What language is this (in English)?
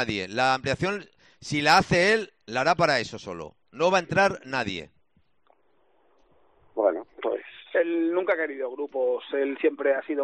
Spanish